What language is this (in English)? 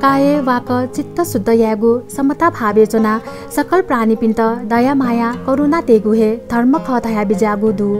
Newari